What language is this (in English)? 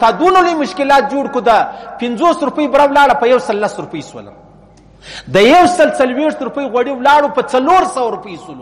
Pashto